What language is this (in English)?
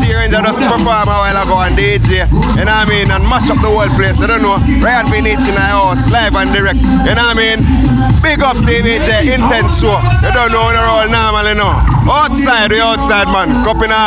Jamaican Creole English